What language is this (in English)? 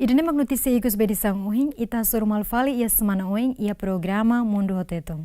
Tetum